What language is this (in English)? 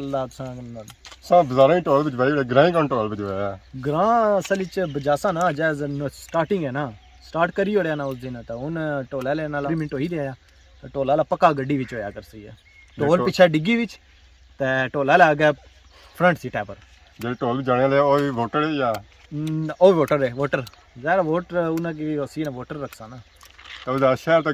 Pahari-Potwari